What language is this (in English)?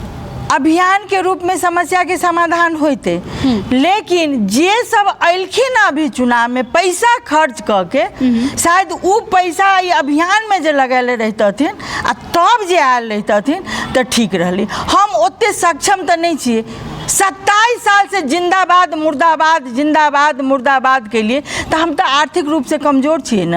Maithili